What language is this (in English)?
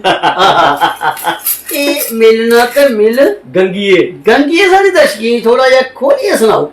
Dogri